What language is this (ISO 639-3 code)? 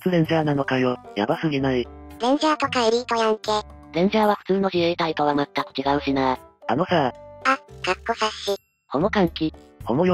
jpn